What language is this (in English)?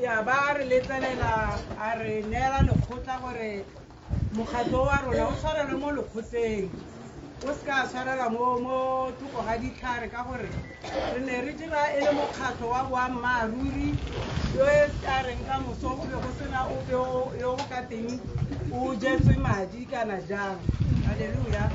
Tswana